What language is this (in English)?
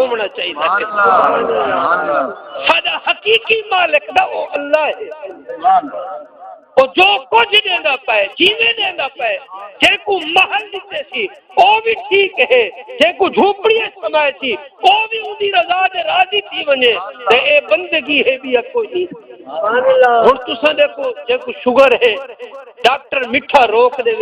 Saraiki